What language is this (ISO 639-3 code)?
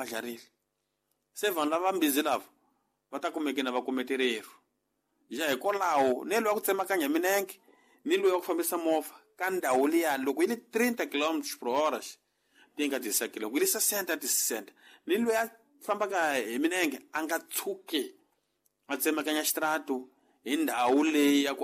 tso